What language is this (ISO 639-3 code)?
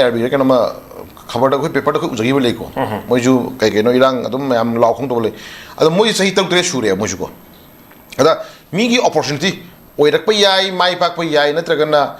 mni